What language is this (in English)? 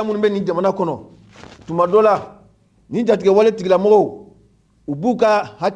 Mandingo